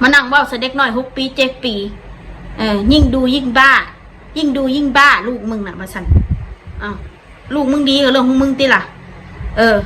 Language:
Northeastern Thai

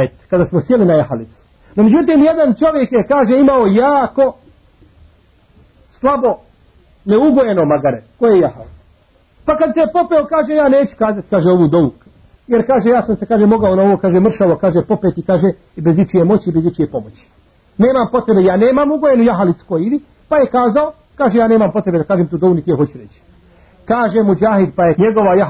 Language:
Bosnian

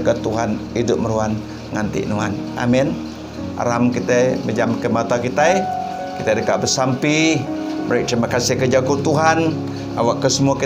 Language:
Iban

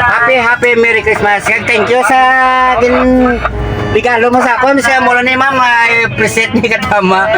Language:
Hiligaynon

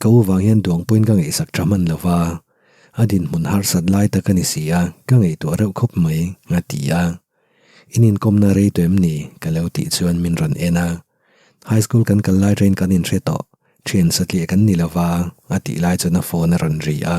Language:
Mizo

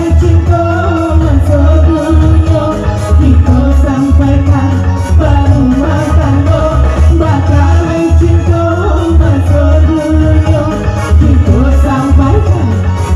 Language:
Minangkabau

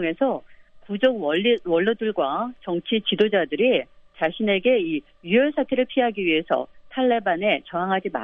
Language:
Korean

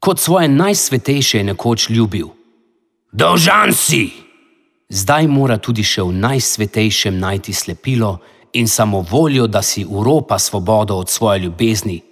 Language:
Slovenian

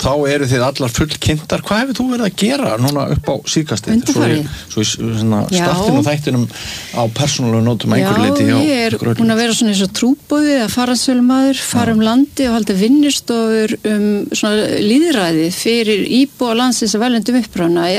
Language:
Icelandic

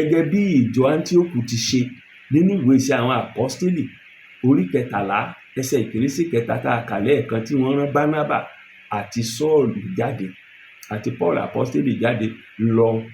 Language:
Yoruba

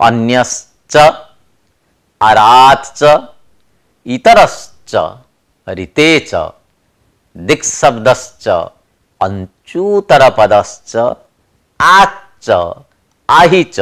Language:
Sanskrit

